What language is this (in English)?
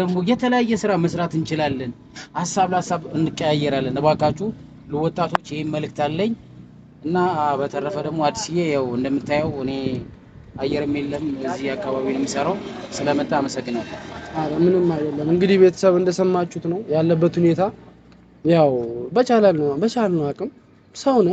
Amharic